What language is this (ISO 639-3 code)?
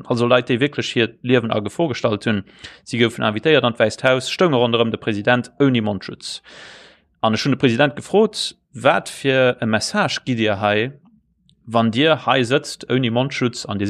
ltz